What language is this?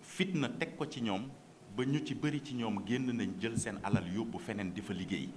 Wolof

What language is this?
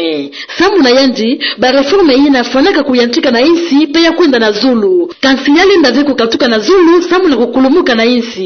Kituba (Democratic Republic of Congo)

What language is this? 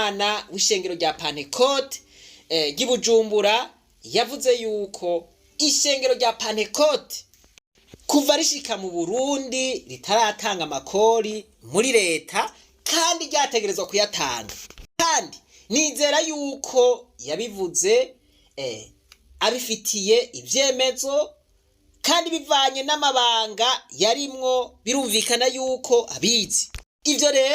Rundi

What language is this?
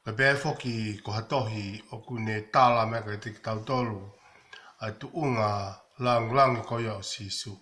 Tongan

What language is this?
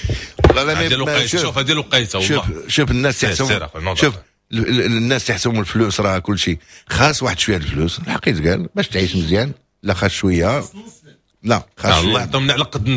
Moroccan Arabic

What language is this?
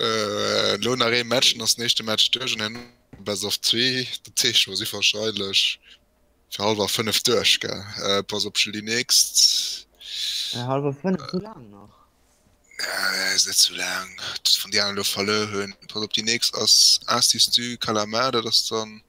Luxembourgish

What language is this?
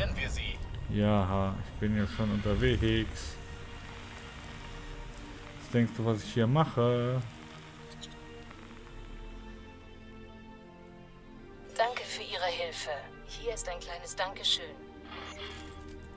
German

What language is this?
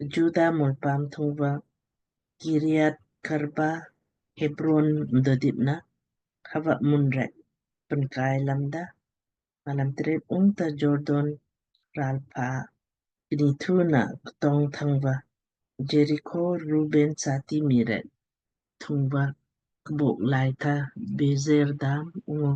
Lamkang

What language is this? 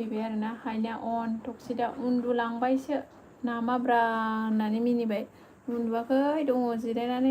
Bodo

